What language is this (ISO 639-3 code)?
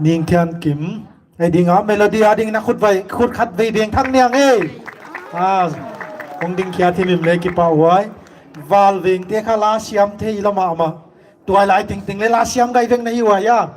pck